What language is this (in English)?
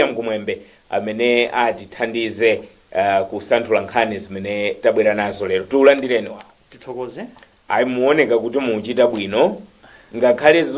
Nyanja